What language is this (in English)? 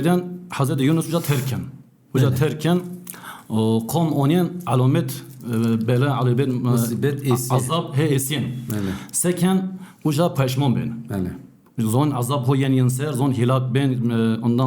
Zaza